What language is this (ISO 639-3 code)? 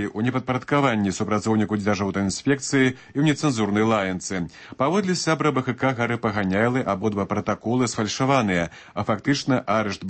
bel